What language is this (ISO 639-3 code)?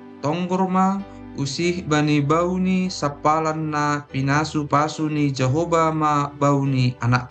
bts